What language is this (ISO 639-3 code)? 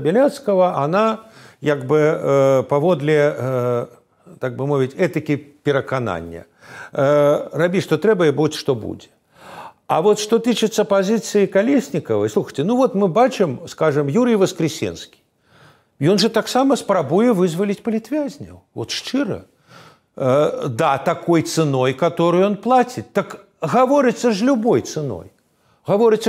bel